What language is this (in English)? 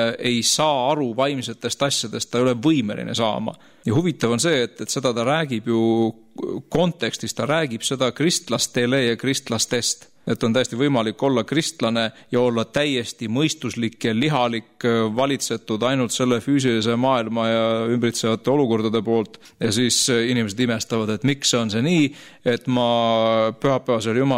Estonian